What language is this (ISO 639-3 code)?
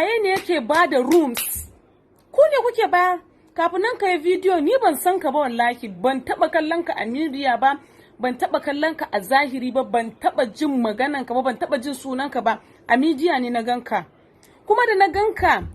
hau